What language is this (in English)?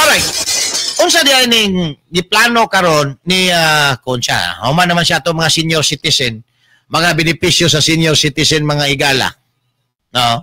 Cebuano